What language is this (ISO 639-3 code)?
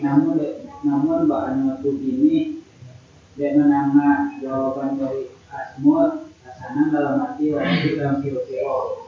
min